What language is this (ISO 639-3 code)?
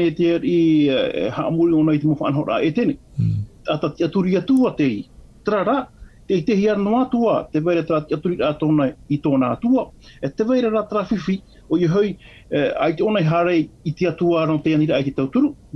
tah